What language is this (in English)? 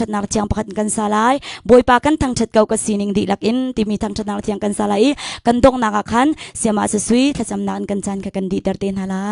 Hakha Chin